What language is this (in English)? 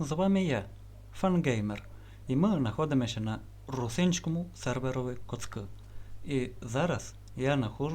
Rusyn